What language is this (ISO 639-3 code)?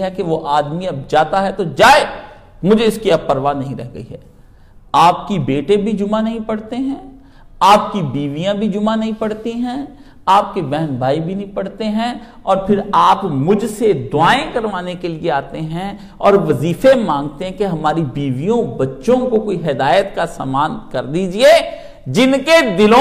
urd